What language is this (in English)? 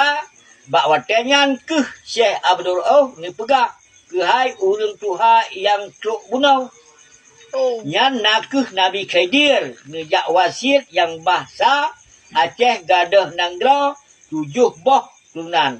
Achinese